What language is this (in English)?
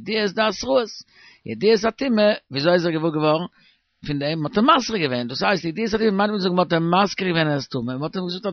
Yiddish